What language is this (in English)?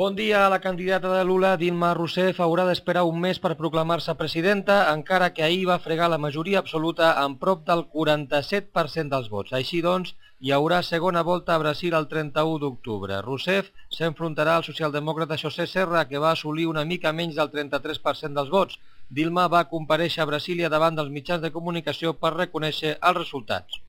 Catalan